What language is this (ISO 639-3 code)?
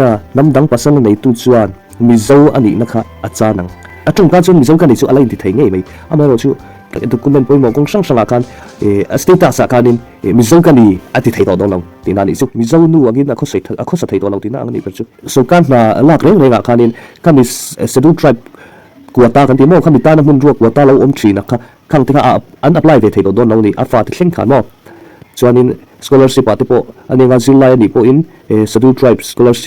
lus